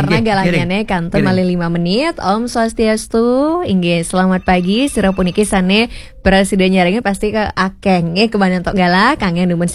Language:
Balinese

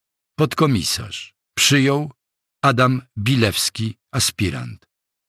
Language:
Polish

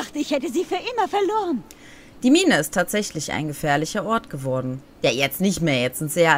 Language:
German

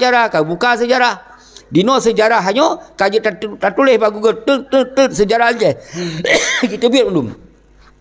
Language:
Achinese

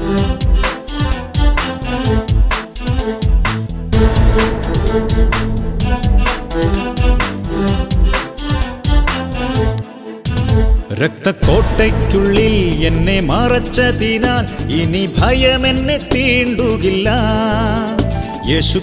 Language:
Malayalam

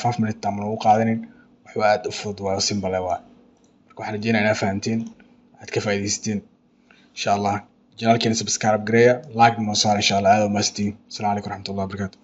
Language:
Somali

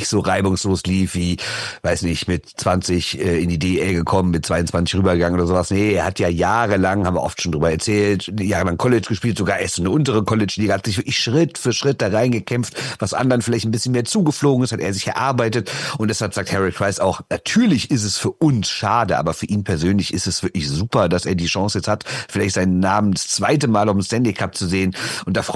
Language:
German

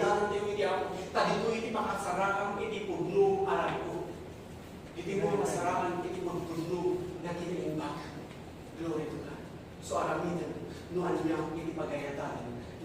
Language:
Iloko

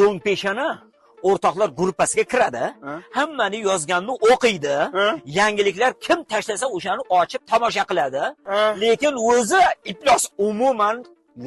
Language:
Uzbek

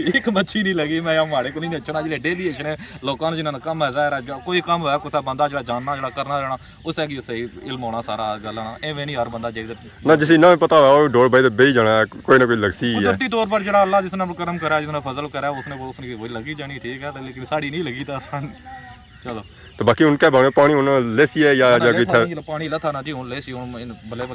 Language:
Pahari-Potwari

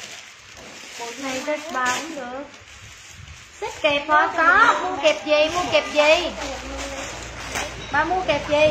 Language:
Vietnamese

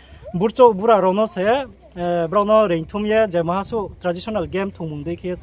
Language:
Riang (India)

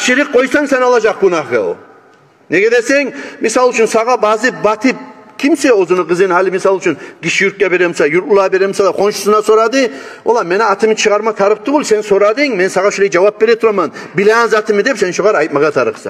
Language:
Kumyk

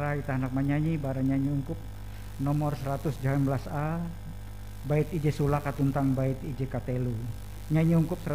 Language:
Ngaju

